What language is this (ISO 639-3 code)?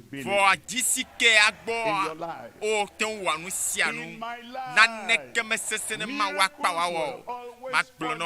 ewe